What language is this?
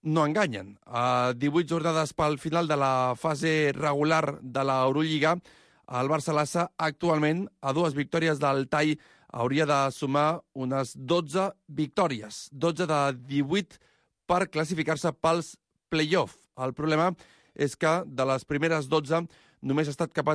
Catalan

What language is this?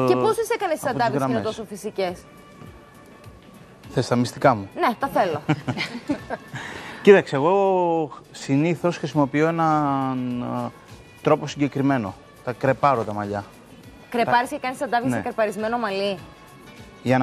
Greek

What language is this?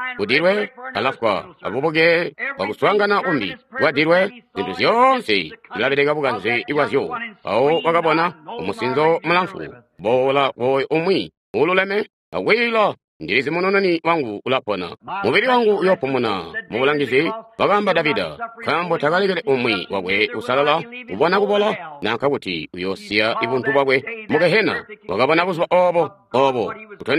Tonga (Zambia)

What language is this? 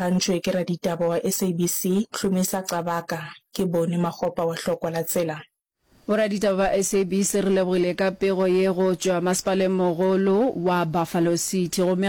Northern Sotho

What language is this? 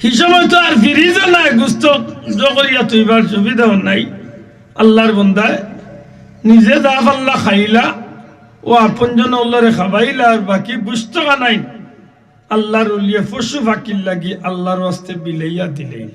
Sylheti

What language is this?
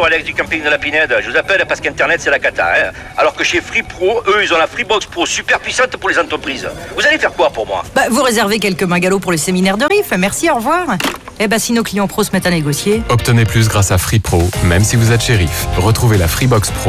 French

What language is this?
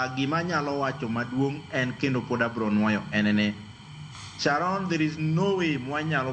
Luo (Kenya and Tanzania)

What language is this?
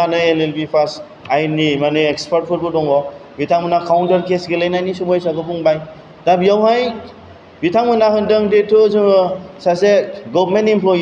Bodo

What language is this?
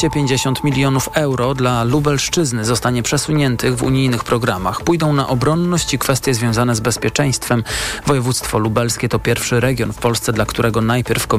Polish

